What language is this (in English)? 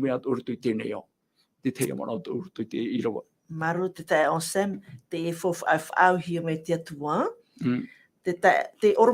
Tahitian